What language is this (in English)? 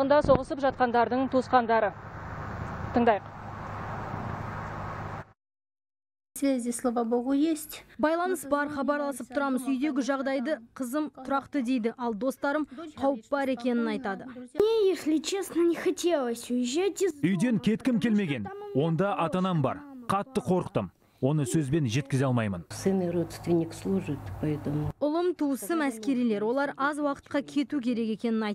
Kazakh